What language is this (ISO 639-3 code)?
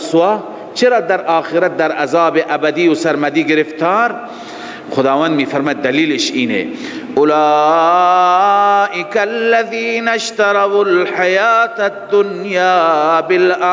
fas